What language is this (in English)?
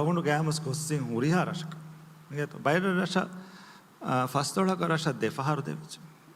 Divehi